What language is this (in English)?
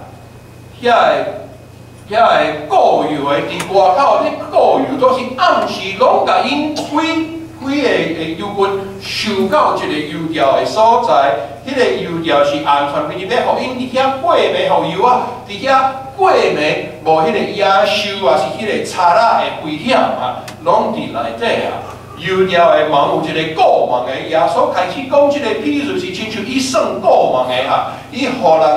Min Nan Chinese